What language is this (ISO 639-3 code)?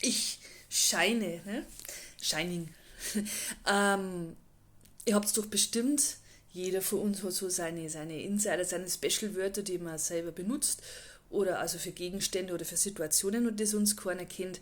bar